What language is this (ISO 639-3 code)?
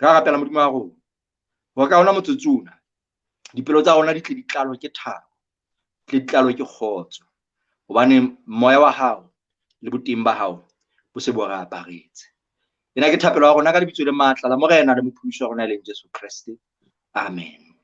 sot